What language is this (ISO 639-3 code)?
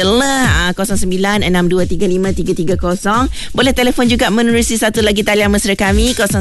msa